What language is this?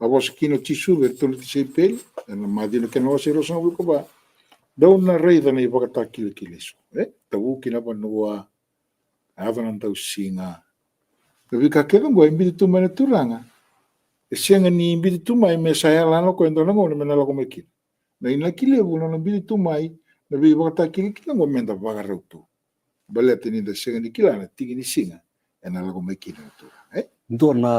Fijian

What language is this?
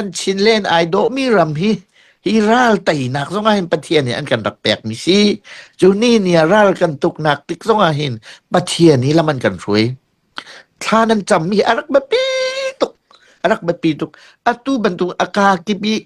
Hakha Chin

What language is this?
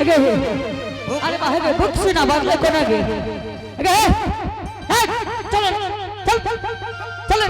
Angika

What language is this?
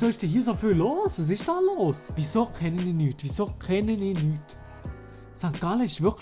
Swiss German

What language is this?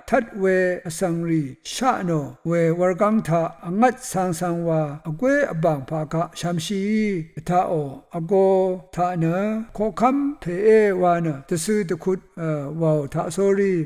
Rawang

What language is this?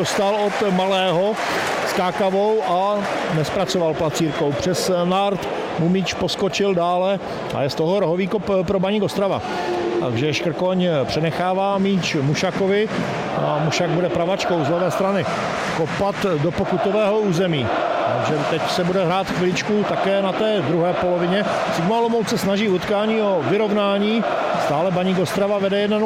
Czech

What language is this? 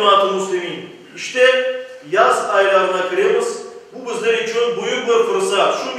Crimean Tatar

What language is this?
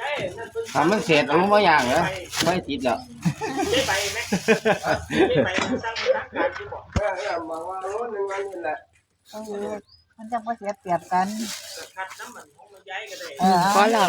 Northeastern Thai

